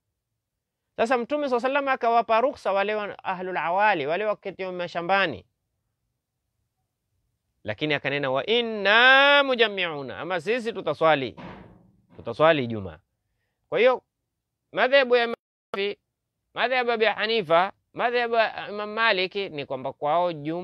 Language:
Swahili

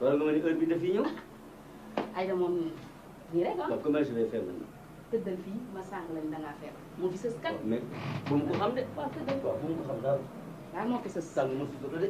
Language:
Wolof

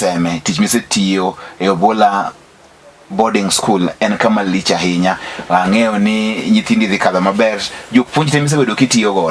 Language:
Luo (Kenya and Tanzania)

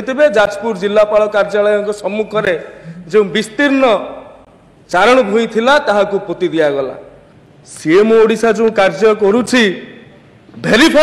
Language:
Odia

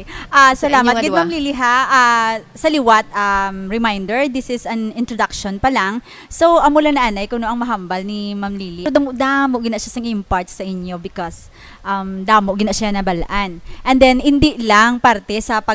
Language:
Hiligaynon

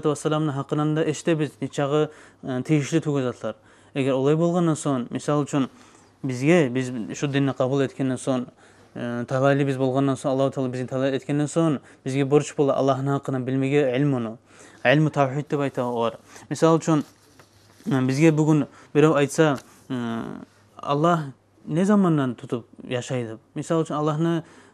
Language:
Kumyk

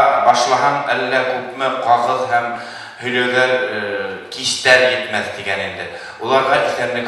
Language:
Bashkir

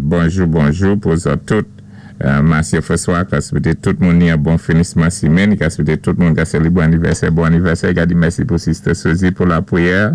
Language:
Saint Lucian Creole French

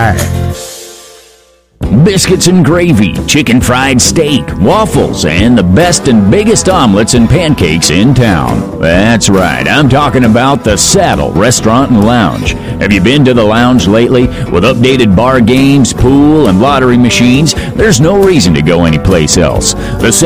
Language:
English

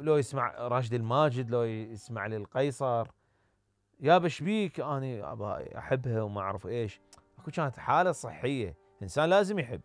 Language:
Mesopotamian Arabic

